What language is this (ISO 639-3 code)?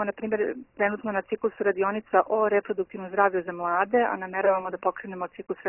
srp